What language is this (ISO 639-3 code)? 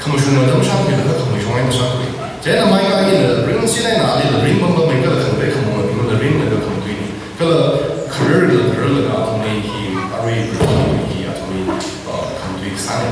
nmf